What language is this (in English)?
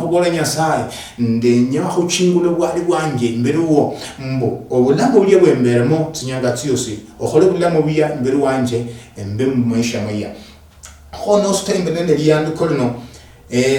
Luyia